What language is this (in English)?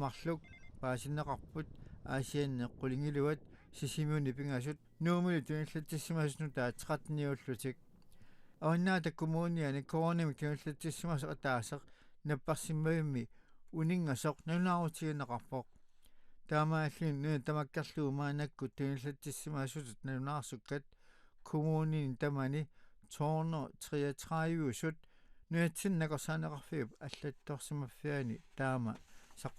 Kalaallisut